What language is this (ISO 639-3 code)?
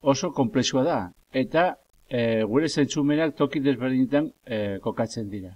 eus